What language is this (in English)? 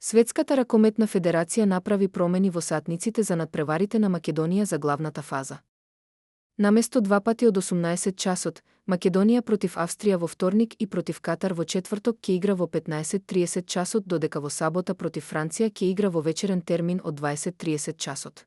Macedonian